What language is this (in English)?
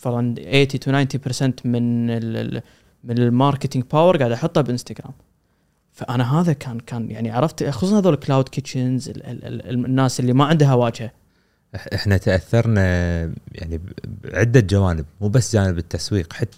Gulf Arabic